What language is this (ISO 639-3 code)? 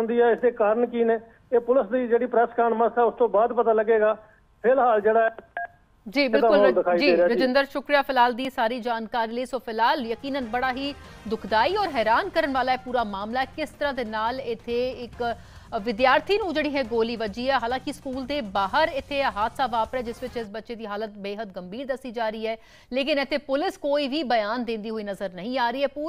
pan